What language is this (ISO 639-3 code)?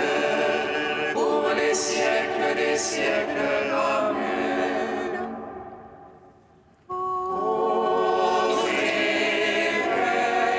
fra